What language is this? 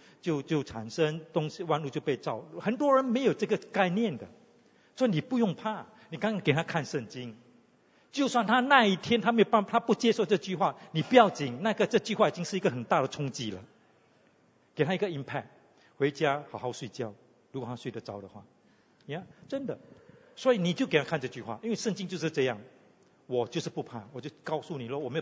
Chinese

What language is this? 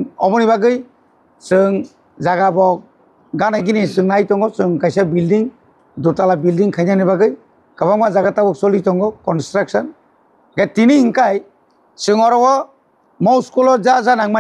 Kok Borok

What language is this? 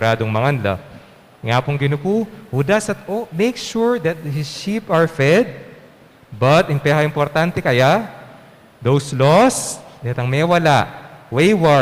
Pampanga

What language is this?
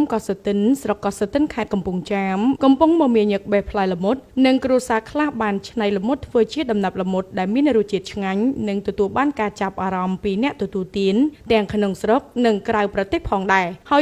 Khmer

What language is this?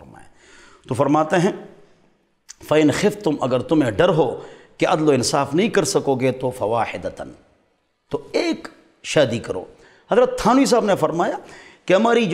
Urdu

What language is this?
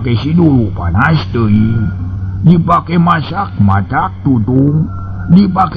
Sundanese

